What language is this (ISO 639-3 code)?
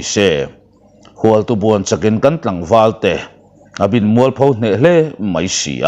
lus